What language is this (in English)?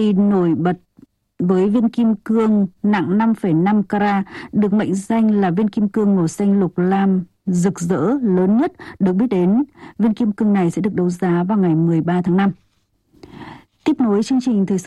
Vietnamese